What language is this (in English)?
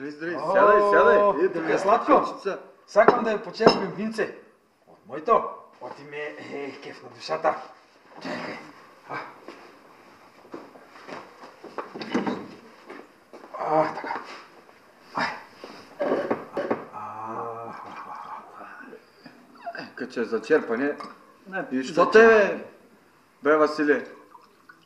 Bulgarian